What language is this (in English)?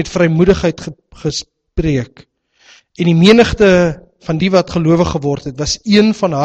Afrikaans